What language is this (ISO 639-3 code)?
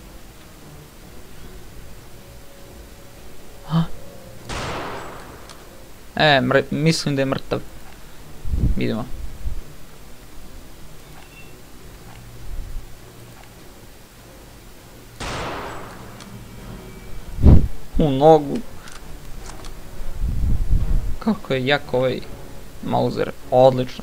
srp